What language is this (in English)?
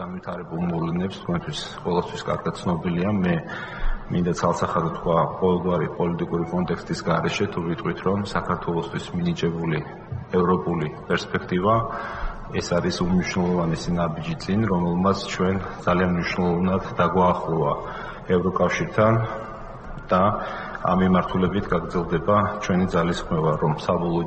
Georgian